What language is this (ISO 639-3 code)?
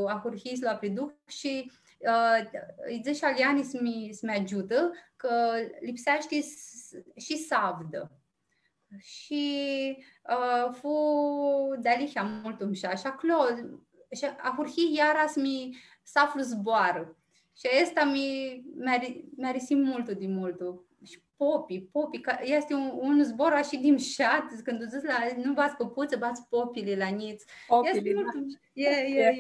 rup